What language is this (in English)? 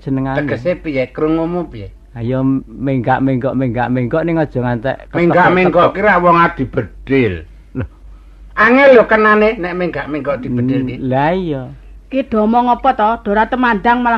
Javanese